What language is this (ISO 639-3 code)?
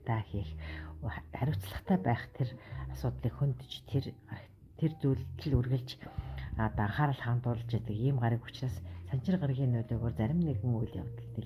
mon